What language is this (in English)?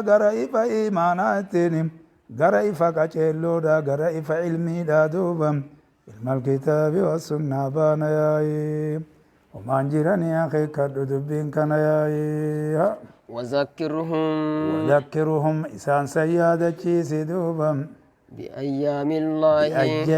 Oromo